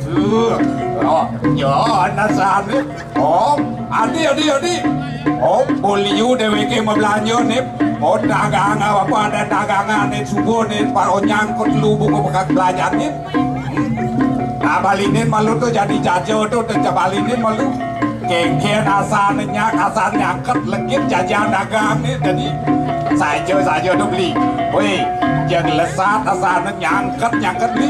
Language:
Balinese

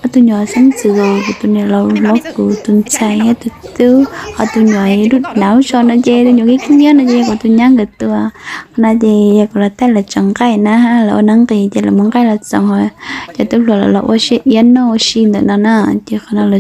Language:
Hmong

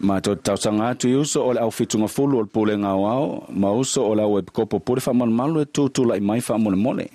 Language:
Samoan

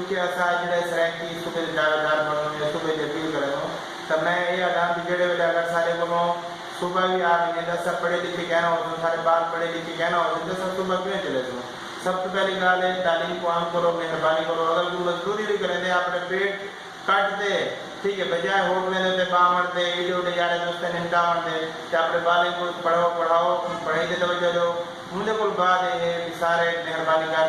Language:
Saraiki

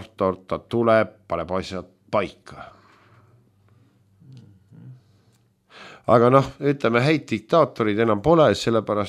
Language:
Estonian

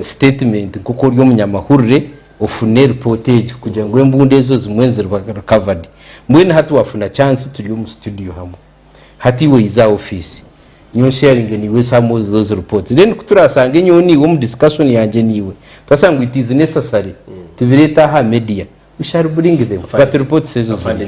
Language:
Nyankole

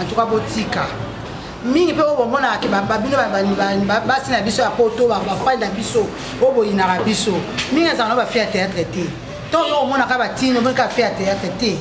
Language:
Lingala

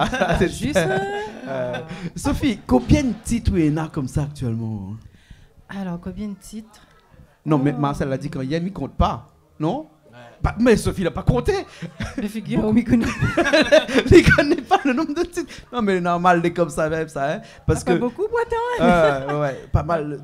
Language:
Réunion Creole French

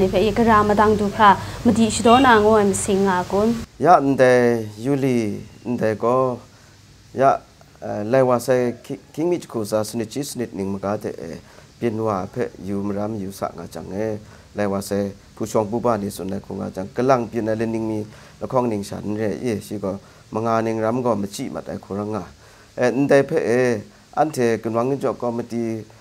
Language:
Kachin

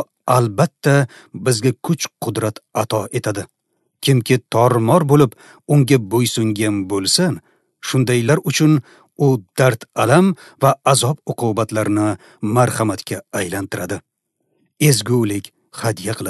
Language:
Uzbek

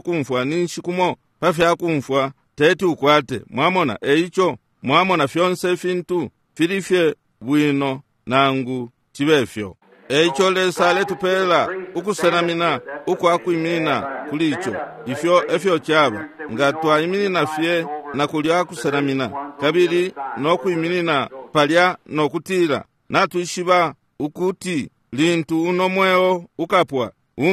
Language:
Bemba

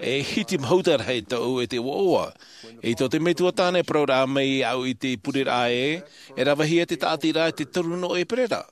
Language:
Tahitian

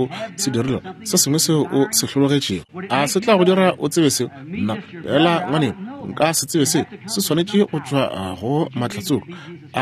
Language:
Northern Sotho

